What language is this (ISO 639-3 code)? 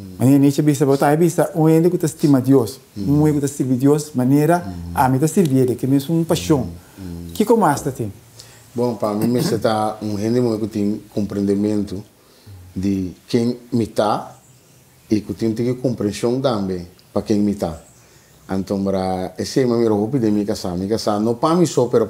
pap